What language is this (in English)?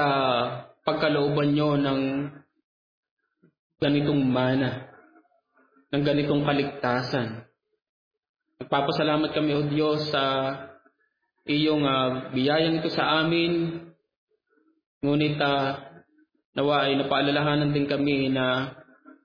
Filipino